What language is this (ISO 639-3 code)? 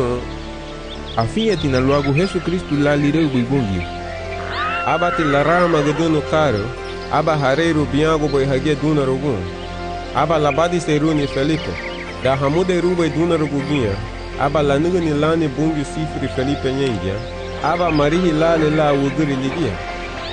cab